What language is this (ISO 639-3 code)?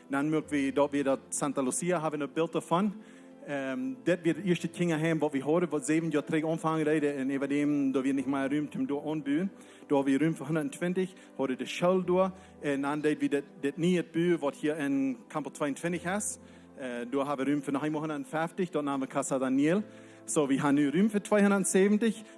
pdt